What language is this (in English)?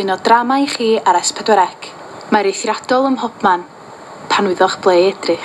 Welsh